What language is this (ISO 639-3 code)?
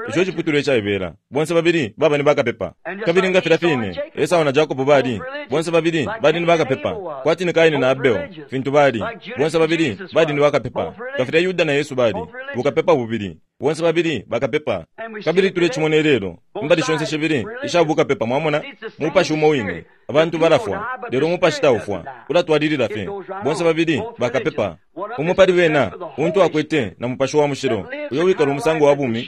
bem